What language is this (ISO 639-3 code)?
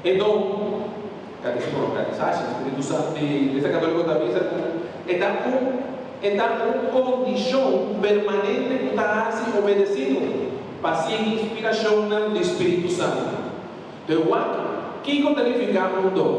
pap